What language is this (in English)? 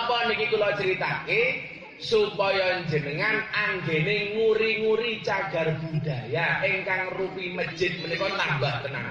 Javanese